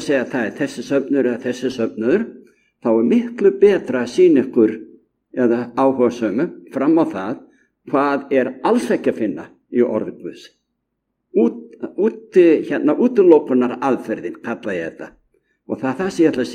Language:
Icelandic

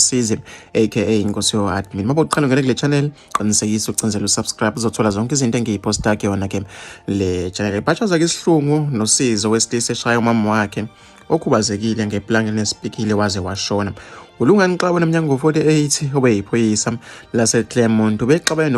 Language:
Zulu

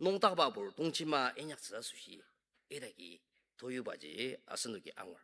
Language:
Ao Naga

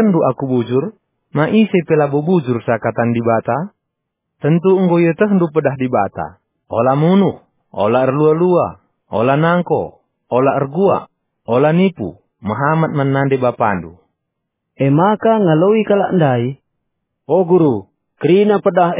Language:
Batak Karo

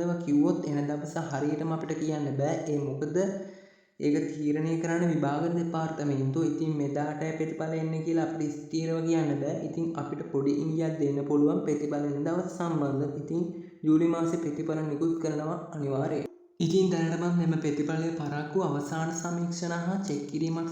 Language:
Sinhala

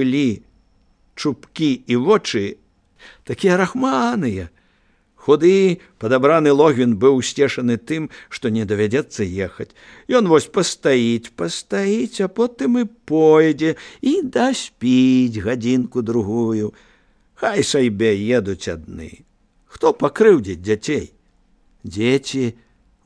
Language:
Belarusian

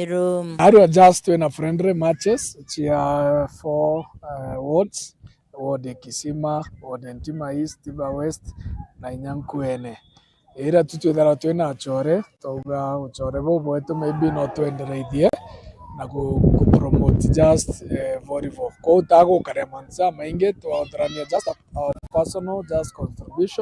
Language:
Meru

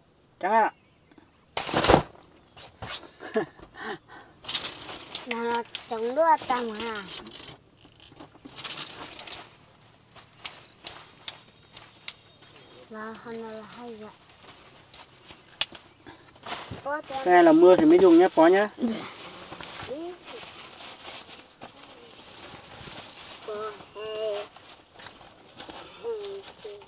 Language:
Vietnamese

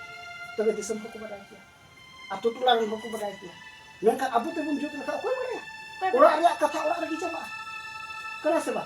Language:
Santali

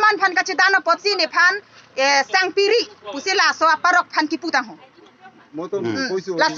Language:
Karbi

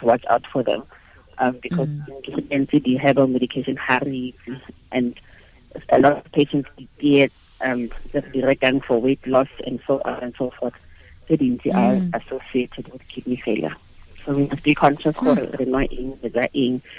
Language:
Tswana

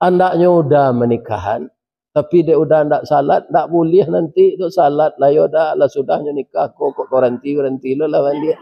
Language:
Minangkabau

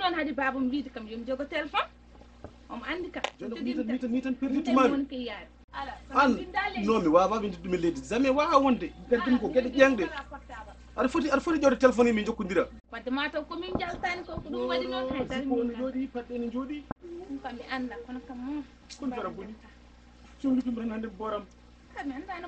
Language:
Fula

